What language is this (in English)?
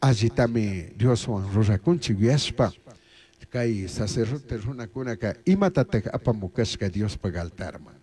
Chimborazo Highland Quichua